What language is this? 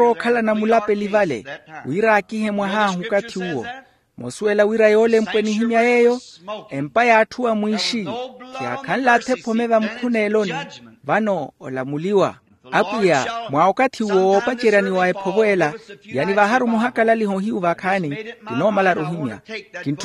Makhuwa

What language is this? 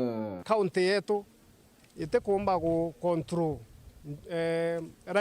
Meru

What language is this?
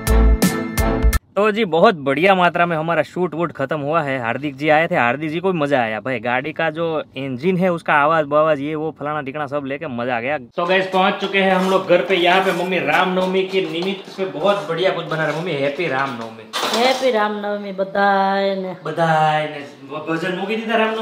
Hindi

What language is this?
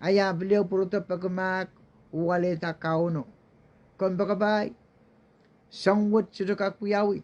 Pohnpeian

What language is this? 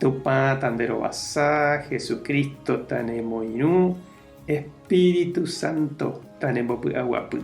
Guarani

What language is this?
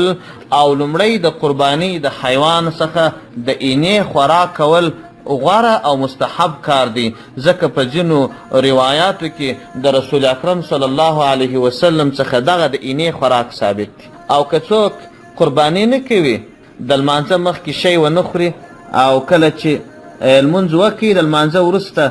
Pashto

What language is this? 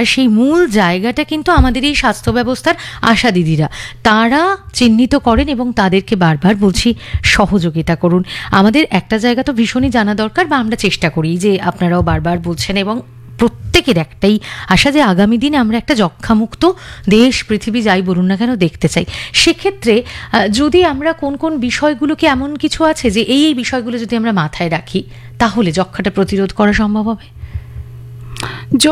Bangla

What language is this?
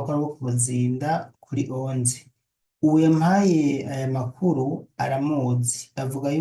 Rundi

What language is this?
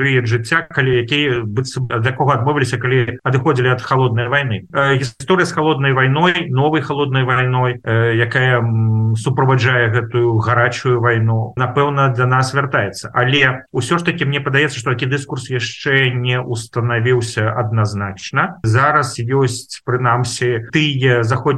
Belarusian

